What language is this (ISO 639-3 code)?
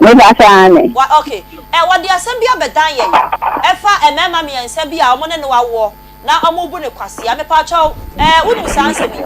aka